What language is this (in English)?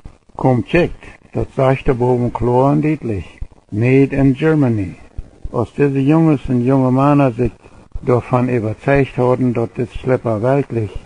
Plautdietsch